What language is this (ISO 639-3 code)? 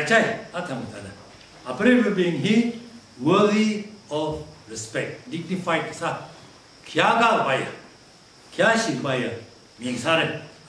nmf